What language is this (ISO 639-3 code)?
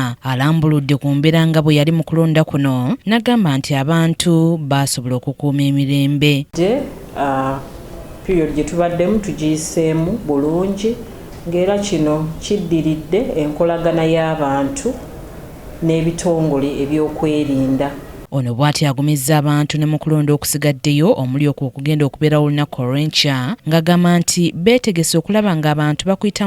lug